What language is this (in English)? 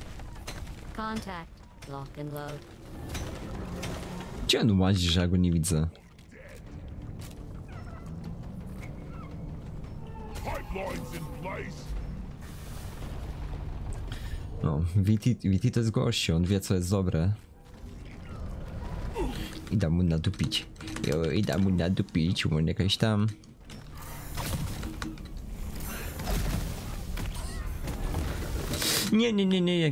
Polish